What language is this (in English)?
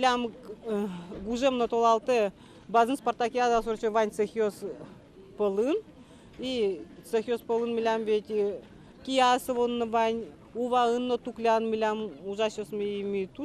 Udmurt